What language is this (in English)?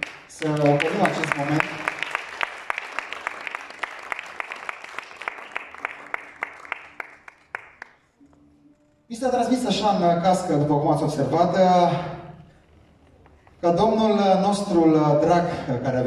Romanian